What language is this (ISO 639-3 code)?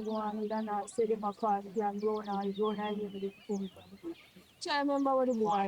jam